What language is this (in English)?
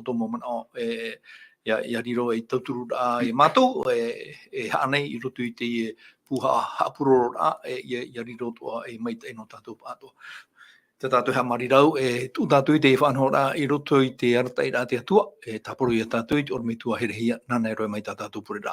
Tahitian